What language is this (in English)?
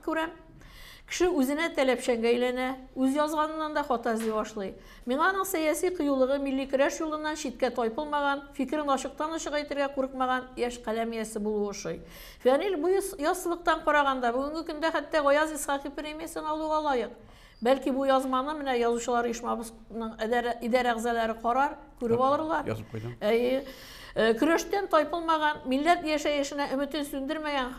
Tatar